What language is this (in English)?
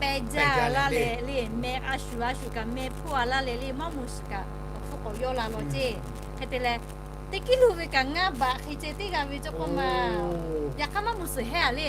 Lahu